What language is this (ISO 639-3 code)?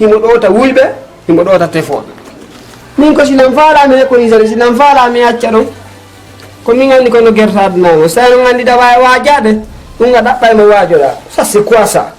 ful